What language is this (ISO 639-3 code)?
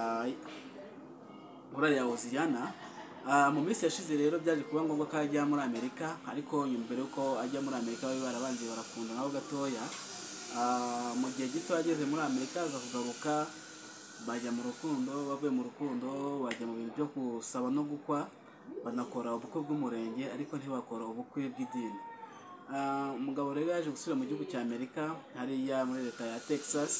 kin